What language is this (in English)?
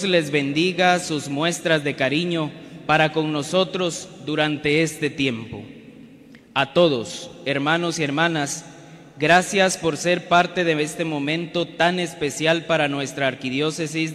Spanish